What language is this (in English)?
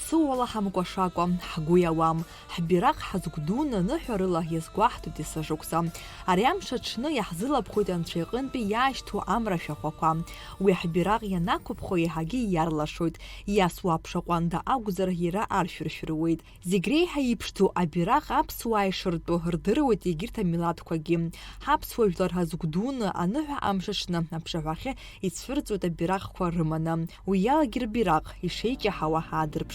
Abkhazian